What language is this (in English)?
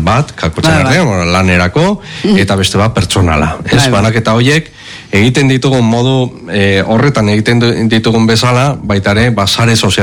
Basque